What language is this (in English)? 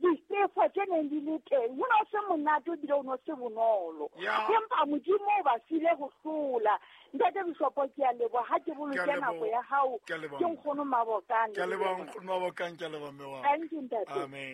Southern Sotho